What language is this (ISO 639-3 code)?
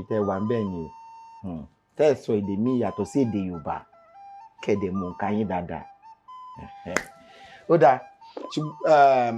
yor